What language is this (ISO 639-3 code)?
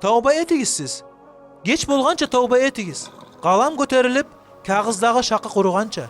kum